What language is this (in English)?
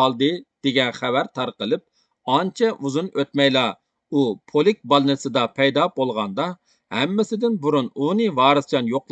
Uyghur